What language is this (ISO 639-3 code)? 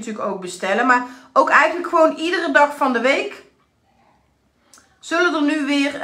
nld